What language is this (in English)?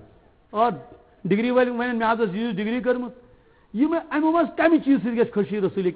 Kashmiri